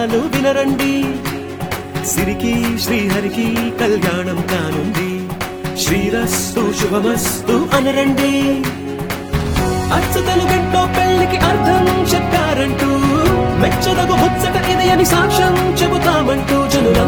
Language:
Telugu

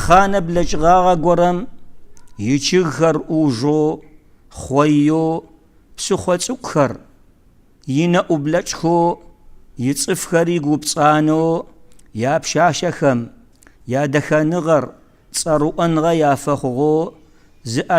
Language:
Kabardian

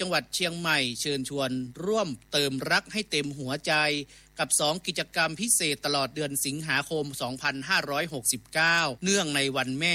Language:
Thai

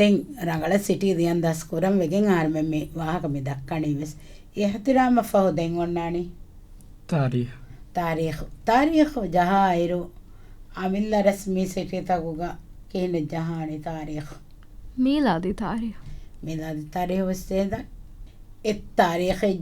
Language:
Divehi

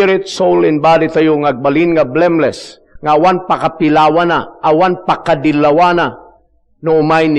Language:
Iloko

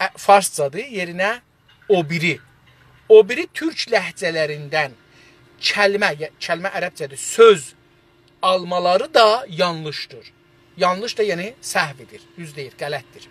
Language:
South Azerbaijani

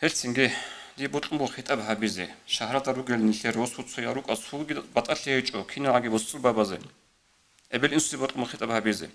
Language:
Avaric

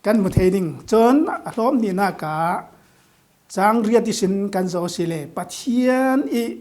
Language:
Falam Chin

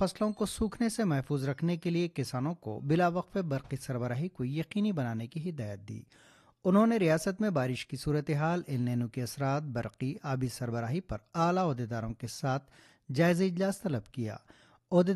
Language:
Urdu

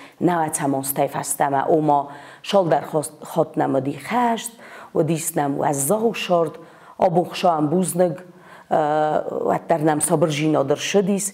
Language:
Ossetic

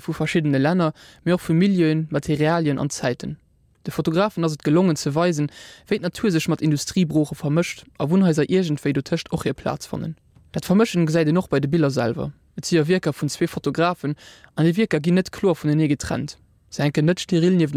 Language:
Luxembourgish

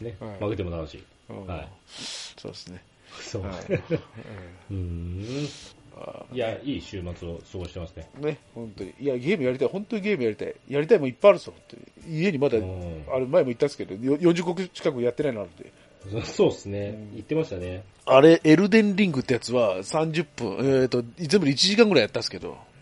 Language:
Japanese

